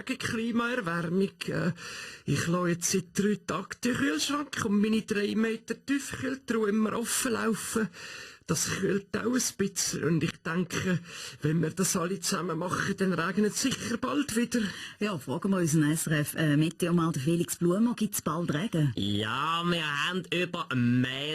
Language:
Swiss German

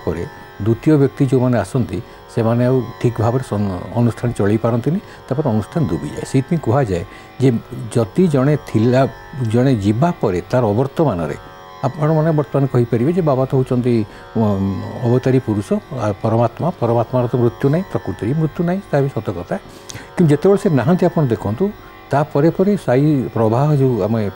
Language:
Odia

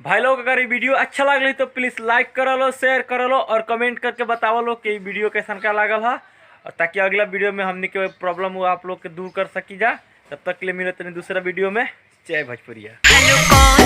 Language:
Bhojpuri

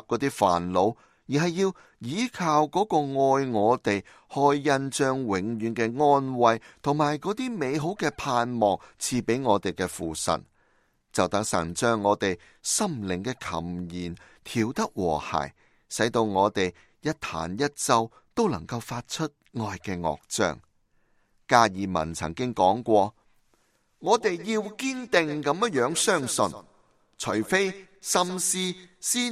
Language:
Cantonese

